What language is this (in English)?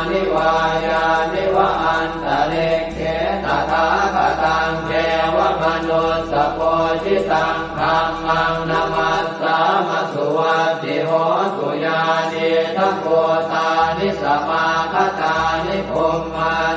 Pali